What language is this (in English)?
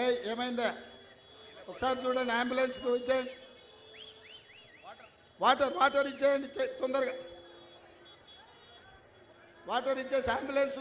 Telugu